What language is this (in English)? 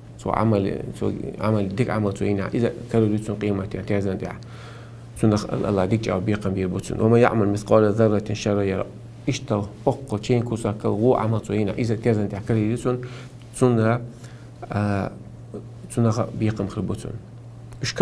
Chechen